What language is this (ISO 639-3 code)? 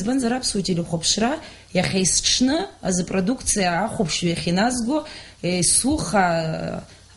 abk